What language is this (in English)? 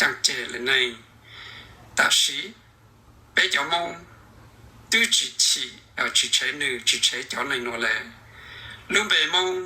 Hmong